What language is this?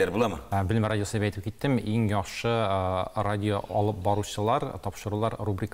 Tatar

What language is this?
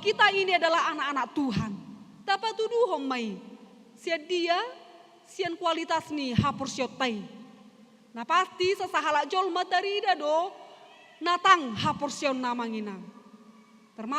Batak Toba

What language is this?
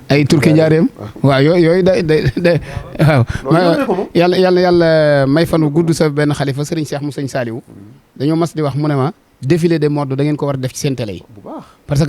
Wolof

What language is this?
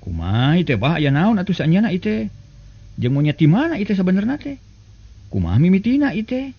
Sundanese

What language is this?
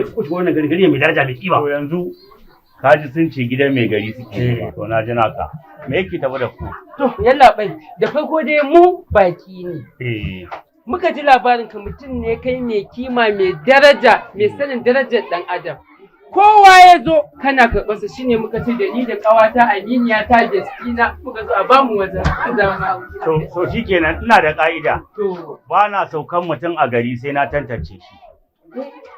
Hausa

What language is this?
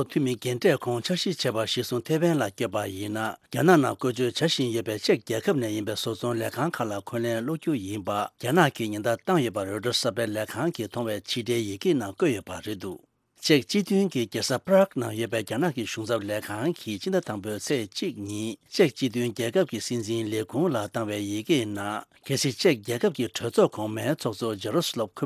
Tibetan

